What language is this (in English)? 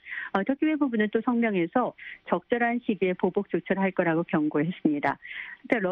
Korean